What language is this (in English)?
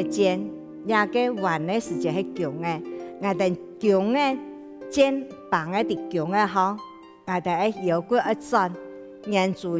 Hakka Chinese